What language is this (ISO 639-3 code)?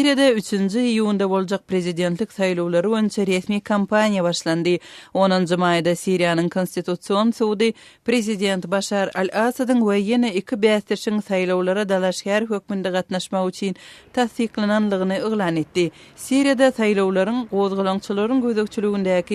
tuk